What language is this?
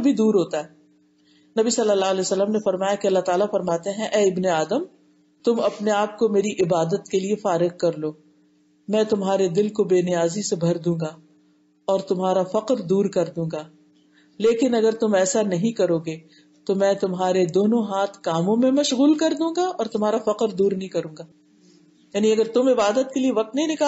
Urdu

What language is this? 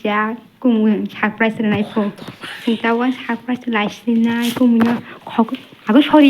Kok Borok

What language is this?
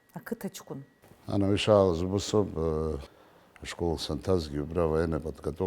Abkhazian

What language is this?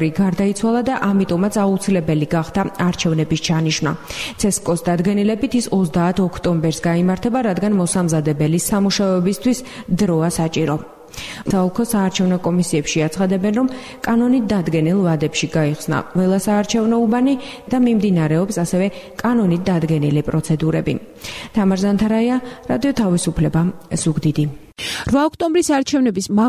Georgian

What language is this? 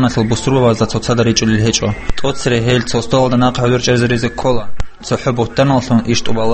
Avaric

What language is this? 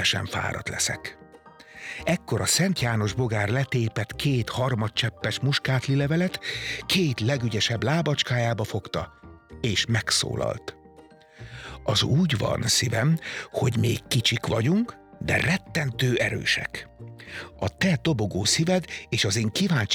Hungarian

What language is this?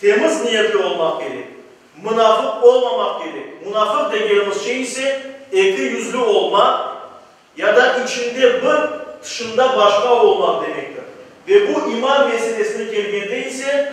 Crimean Tatar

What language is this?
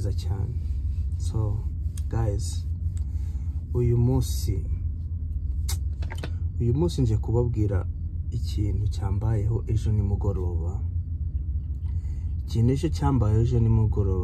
Kinyarwanda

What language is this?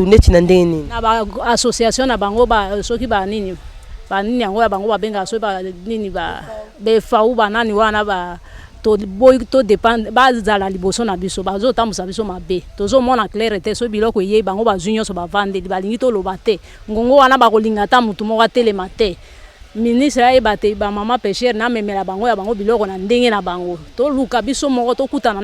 Lingala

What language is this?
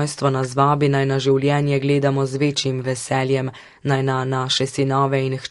Slovenian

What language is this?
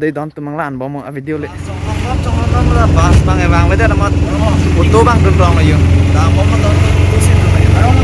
Karbi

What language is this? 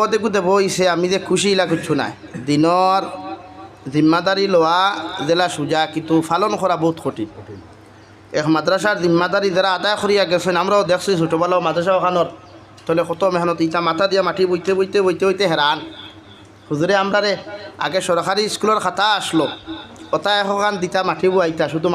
Sylheti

